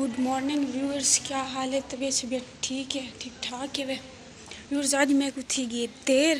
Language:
Saraiki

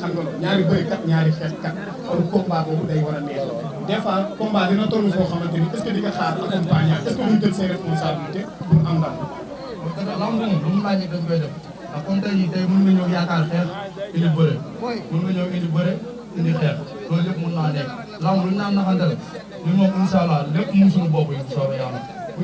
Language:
Wolof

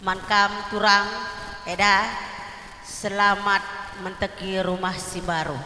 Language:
Batak Karo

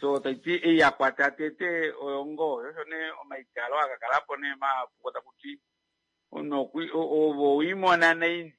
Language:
Kuanyama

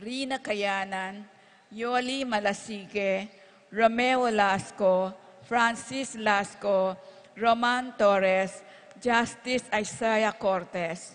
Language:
Pampanga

